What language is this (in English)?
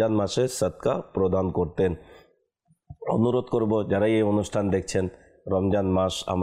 Bangla